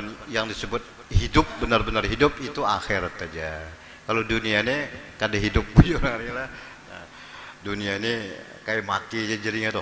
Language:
Banjar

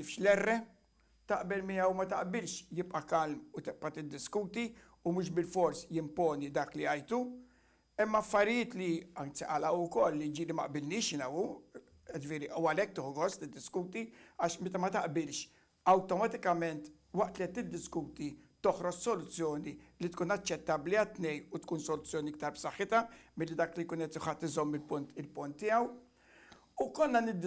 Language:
Maltese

